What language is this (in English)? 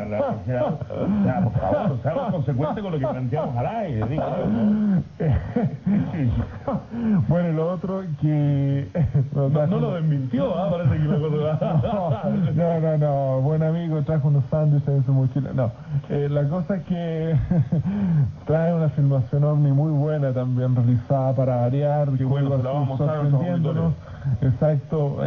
Spanish